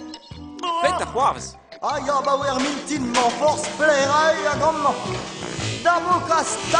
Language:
Breton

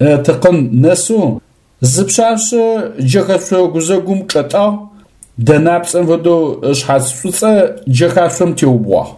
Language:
Adyghe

